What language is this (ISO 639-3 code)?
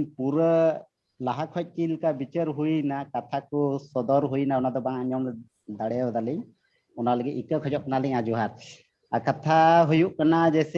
sat